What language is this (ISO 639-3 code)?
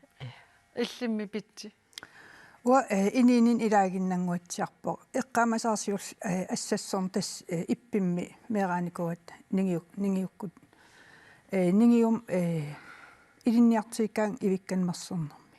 kal